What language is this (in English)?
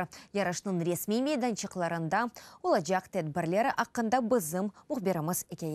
Crimean Tatar